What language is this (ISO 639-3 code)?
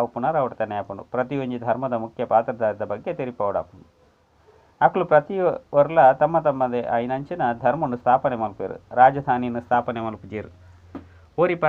tcy